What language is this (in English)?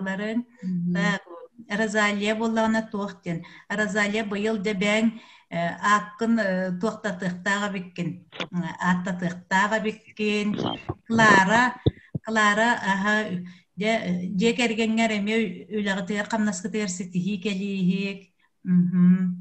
Yakut